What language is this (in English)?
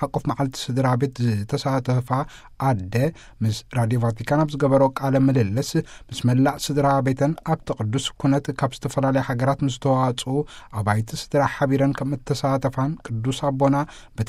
Tigrinya